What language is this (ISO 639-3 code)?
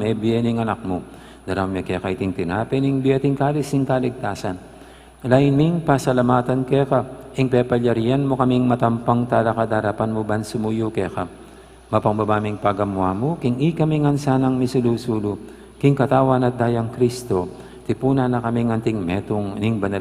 pam